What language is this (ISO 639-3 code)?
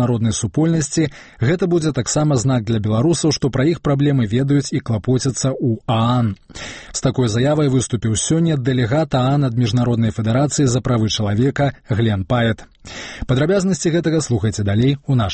bel